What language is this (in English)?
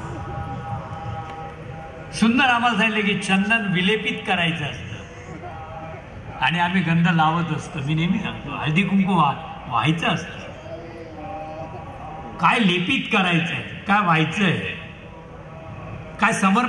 Marathi